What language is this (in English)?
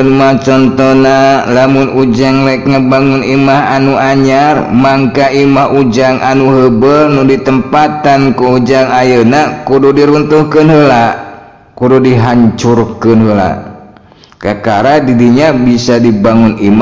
Sundanese